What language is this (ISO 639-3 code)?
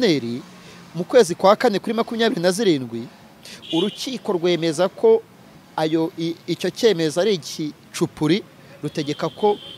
kin